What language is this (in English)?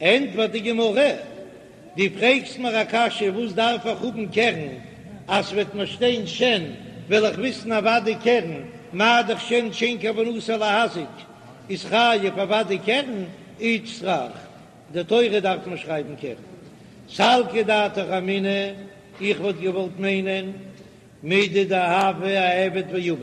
Yiddish